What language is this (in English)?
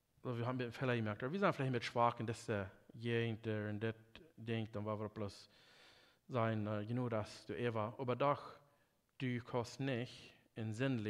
Plautdietsch